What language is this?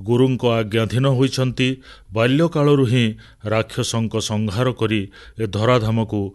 Odia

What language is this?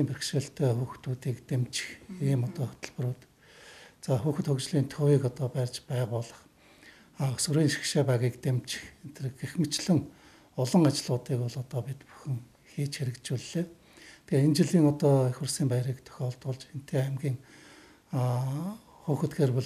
Mongolian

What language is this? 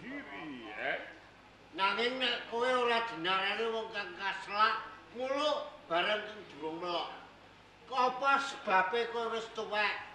Javanese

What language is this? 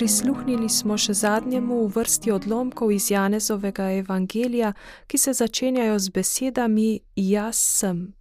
Slovenian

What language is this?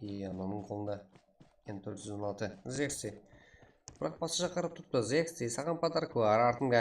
Kara-Kalpak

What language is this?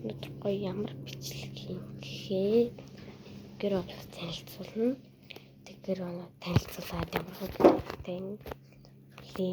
Mongolian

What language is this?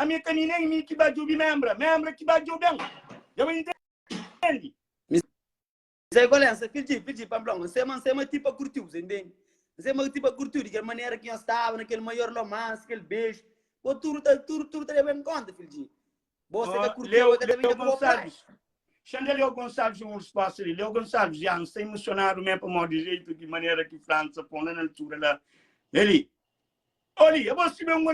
Kabuverdianu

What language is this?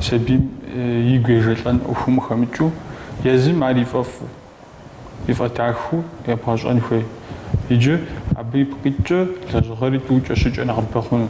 Kabardian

